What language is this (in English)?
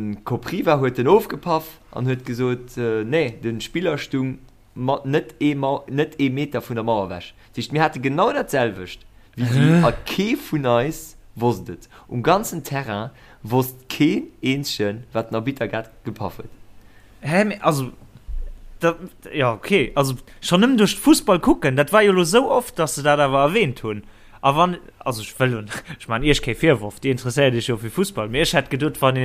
Luxembourgish